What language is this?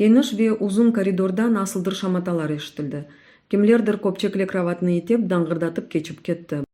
Crimean Tatar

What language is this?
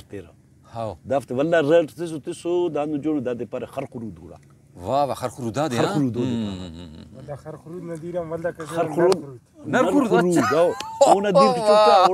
Brahui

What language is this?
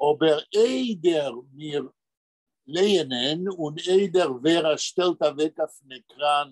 Yiddish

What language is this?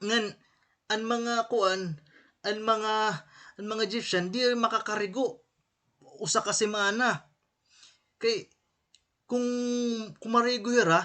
Waray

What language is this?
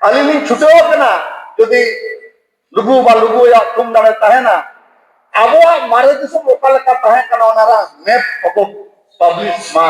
Santali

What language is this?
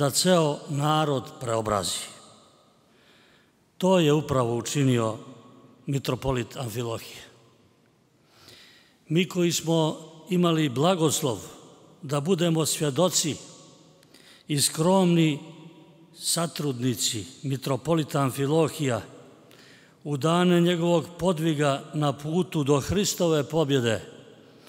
Serbian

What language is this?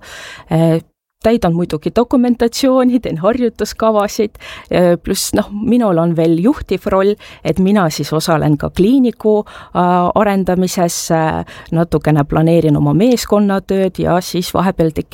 Estonian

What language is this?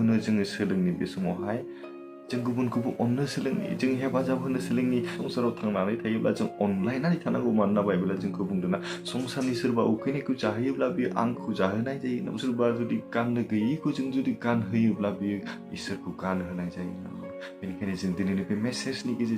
Bodo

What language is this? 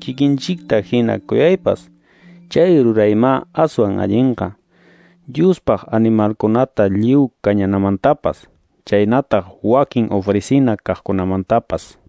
Quechua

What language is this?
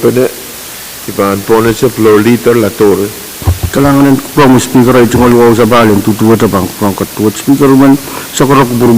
Pohnpeian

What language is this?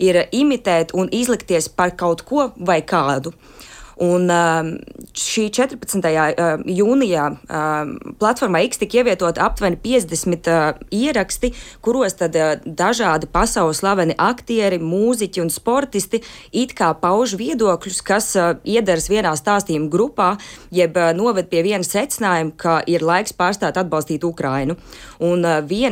Latvian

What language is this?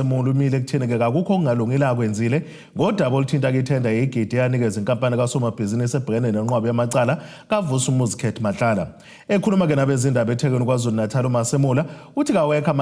Zulu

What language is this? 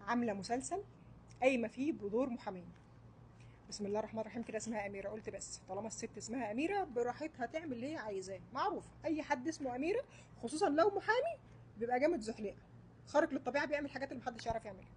Egyptian Arabic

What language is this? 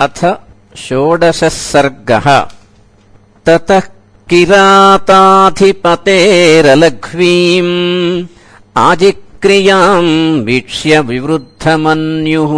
Sanskrit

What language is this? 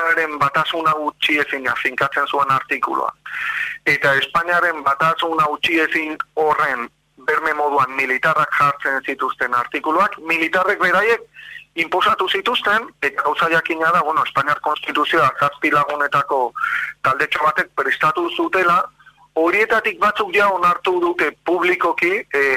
Basque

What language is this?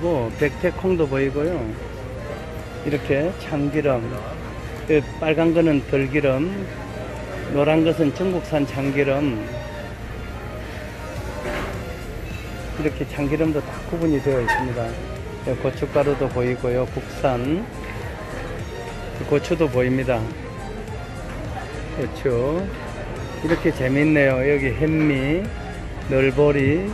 Korean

